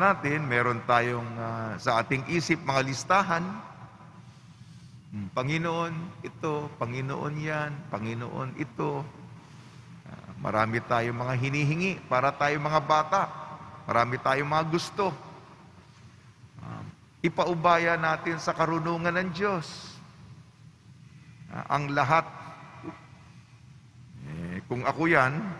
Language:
Filipino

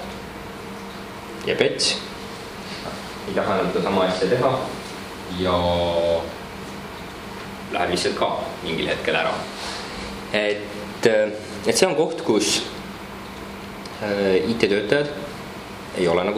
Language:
Estonian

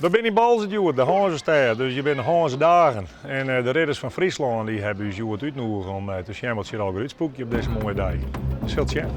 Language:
Western Frisian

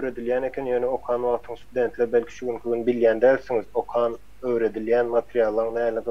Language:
Turkmen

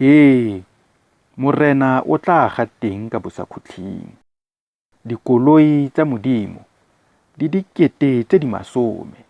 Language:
Tswana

